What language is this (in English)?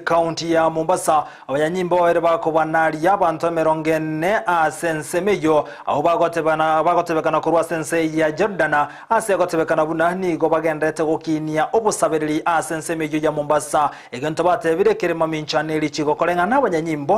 Gusii